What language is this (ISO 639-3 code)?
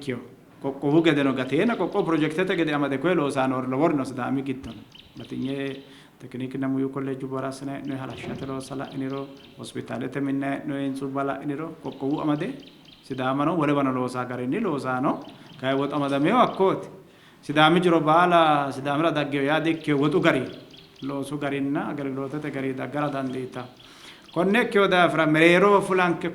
sid